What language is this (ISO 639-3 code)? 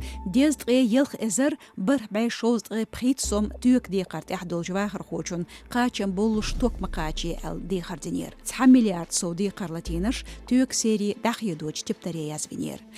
che